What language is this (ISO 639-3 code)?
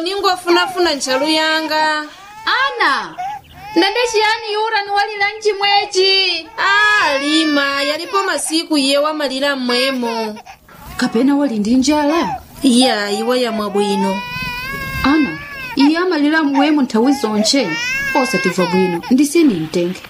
nya